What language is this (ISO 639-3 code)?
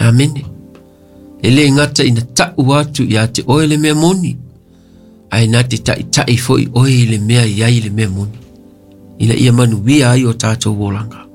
smo